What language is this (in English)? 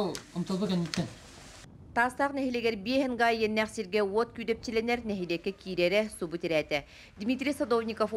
Yakut